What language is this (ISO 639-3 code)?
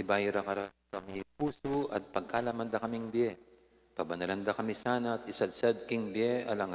pam